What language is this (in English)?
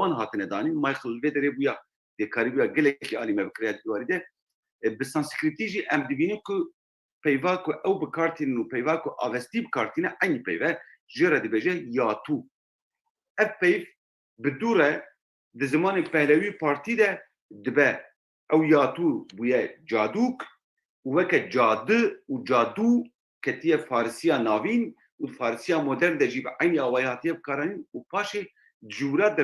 Kurdish